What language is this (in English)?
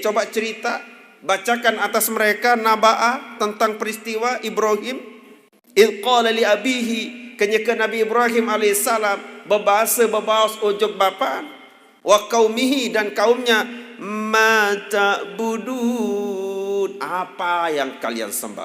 Sasak